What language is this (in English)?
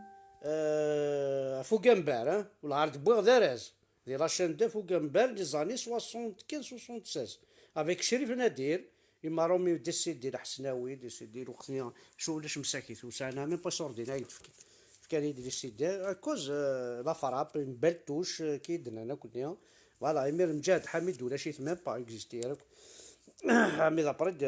Kabyle